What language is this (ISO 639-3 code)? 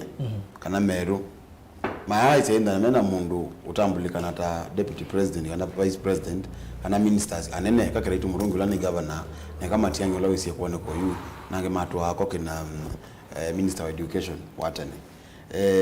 kam